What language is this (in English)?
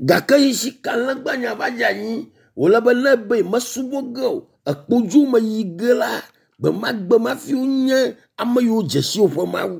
Ewe